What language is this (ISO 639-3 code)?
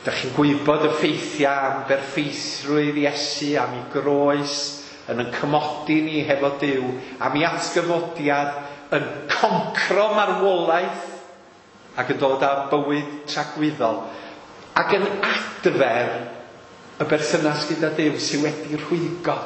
cym